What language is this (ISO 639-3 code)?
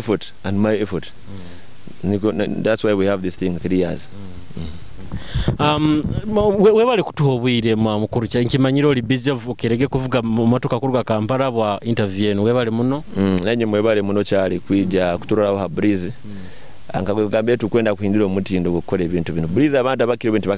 nyo